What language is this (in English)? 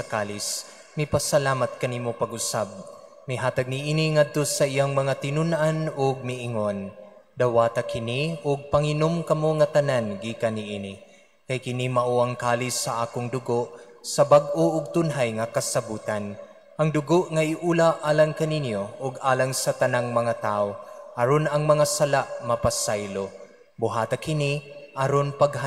Cebuano